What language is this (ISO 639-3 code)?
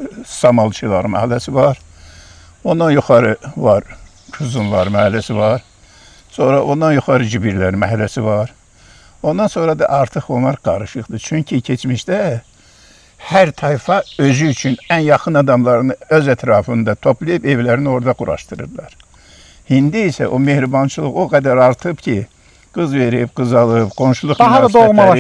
aze